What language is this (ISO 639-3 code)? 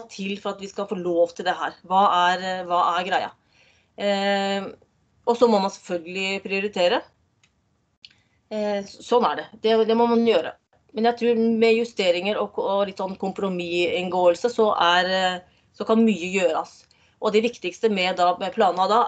nor